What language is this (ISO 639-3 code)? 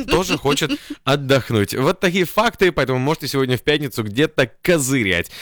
rus